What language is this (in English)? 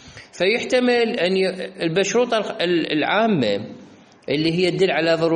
Mesopotamian Arabic